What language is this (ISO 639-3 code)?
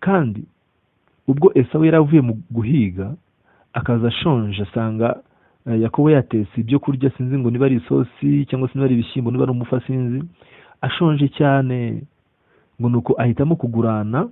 kin